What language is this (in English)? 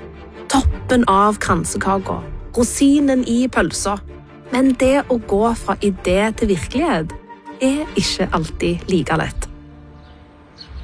Norwegian